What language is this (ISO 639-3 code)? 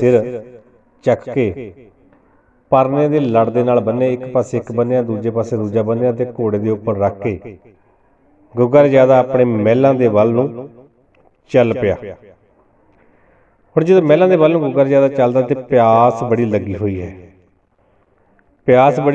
pan